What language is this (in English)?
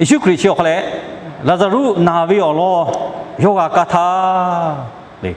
Lahu